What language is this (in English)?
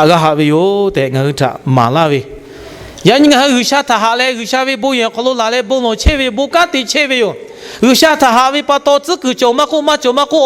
Lahu